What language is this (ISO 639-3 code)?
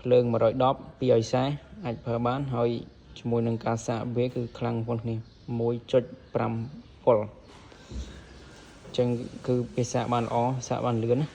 khm